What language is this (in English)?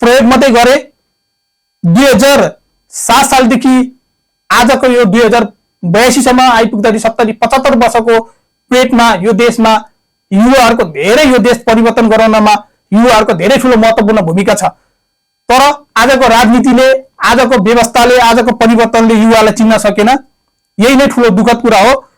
Nepali